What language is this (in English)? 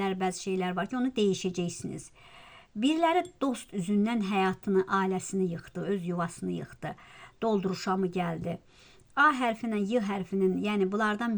Azerbaijani